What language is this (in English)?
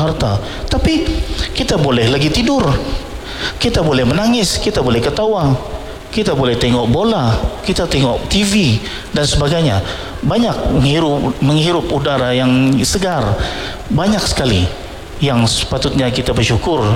Malay